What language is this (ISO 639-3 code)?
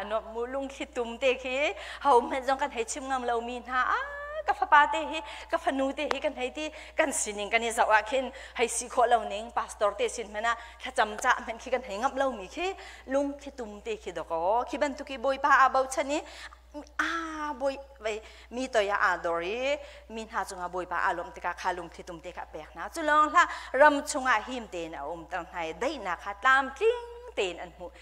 cnh